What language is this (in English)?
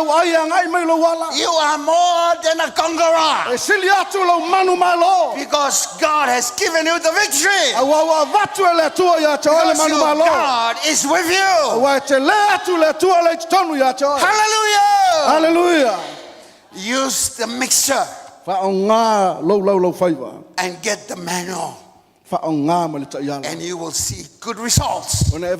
Samoan